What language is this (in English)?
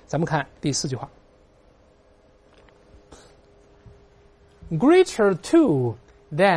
Chinese